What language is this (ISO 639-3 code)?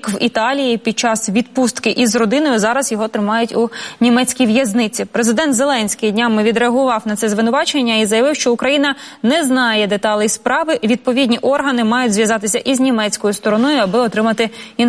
ukr